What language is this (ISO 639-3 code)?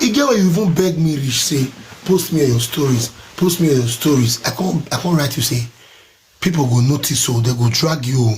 pcm